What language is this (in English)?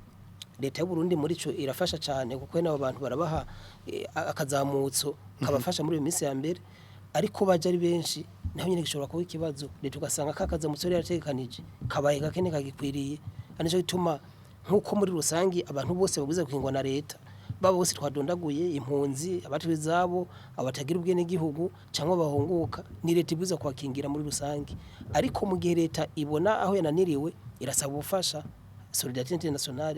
Rundi